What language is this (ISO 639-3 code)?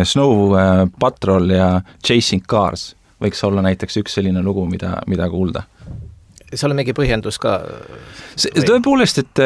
est